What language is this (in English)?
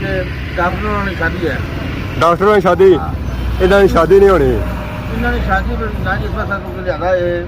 Pahari-Potwari